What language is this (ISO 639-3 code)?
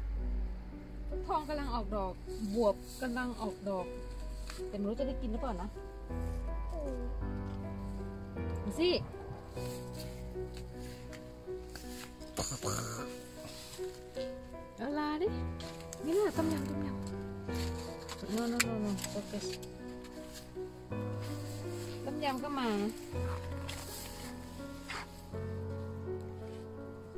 tha